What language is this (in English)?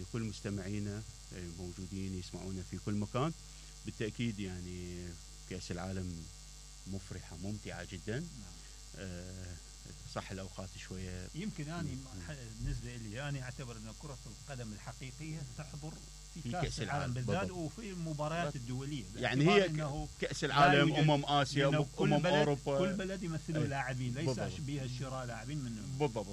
Mesopotamian Arabic